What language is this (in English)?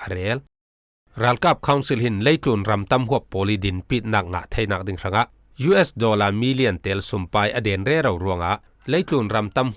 Falam Chin